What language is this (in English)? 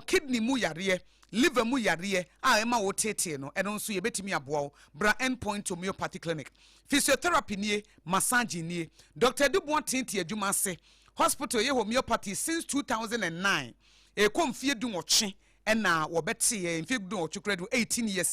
Akan